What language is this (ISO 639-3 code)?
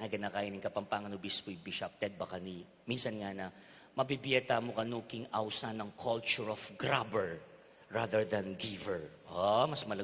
pam